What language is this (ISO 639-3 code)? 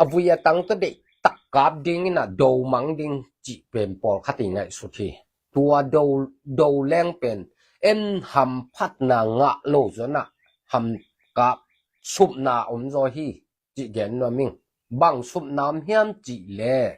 ctd